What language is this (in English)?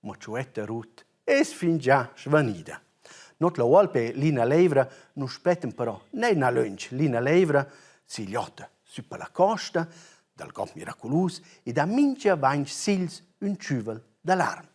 Romansh